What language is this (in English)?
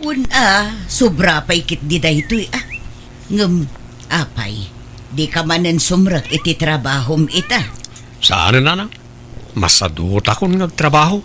Iloko